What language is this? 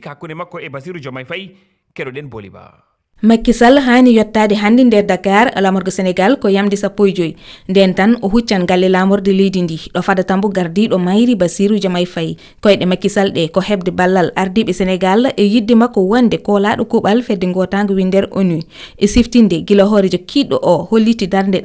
Fula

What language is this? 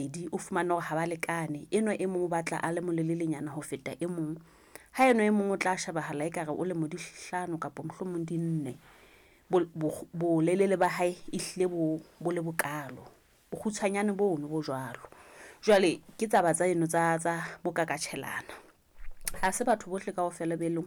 Southern Sotho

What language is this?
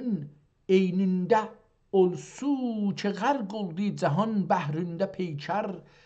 South Azerbaijani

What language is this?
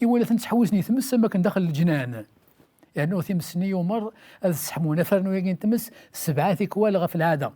Kabyle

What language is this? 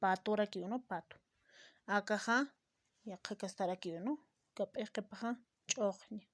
Aymara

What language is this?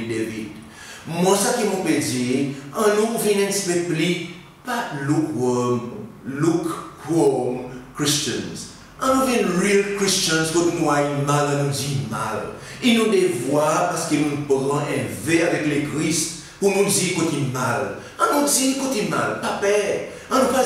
Seselwa Creole French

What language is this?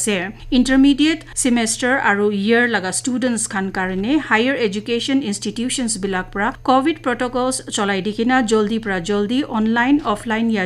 Naga Pidgin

